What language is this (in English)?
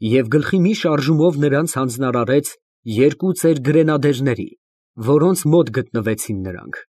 Armenian